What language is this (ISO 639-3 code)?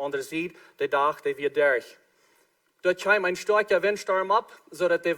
pdt